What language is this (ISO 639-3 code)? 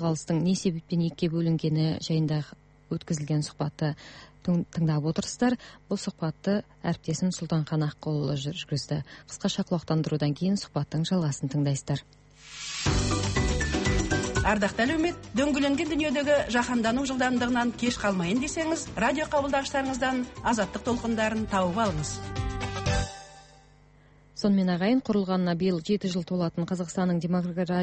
kaz